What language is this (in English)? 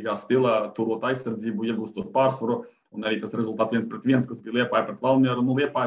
Latvian